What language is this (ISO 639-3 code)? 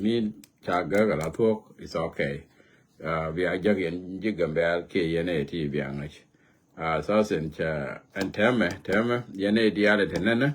nus